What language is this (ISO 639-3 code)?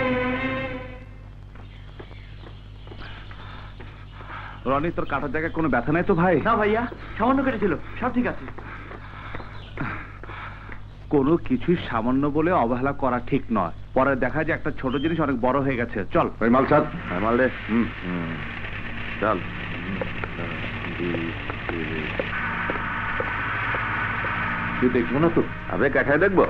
ben